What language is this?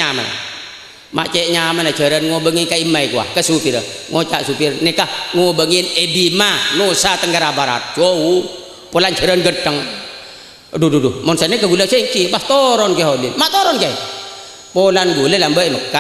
Madurese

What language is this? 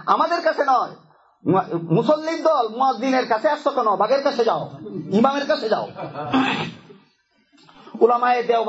Bangla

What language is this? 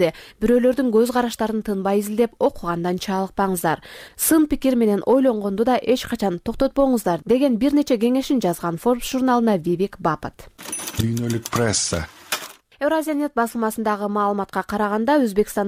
Kyrgyz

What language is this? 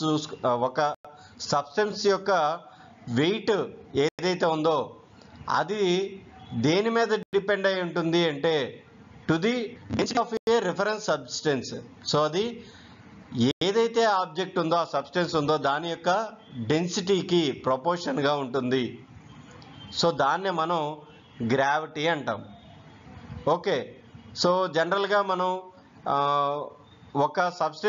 Telugu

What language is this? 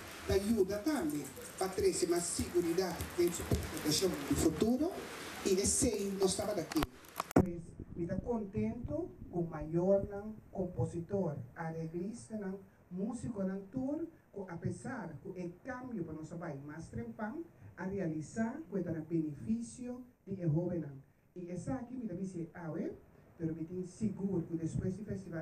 Papiamento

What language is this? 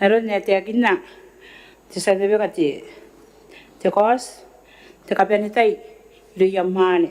Gilbertese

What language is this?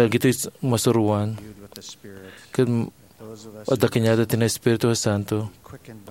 Iloko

